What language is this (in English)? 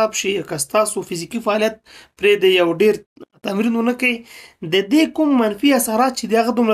Pashto